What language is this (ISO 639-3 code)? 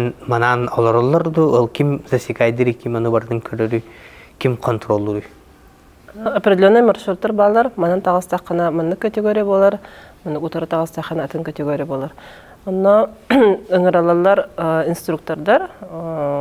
sah